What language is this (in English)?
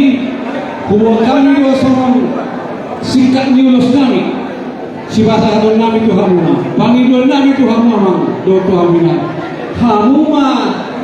Batak Toba